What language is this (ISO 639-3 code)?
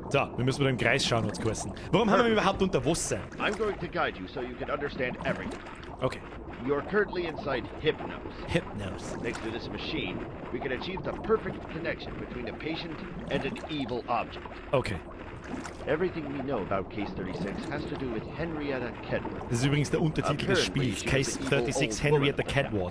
bar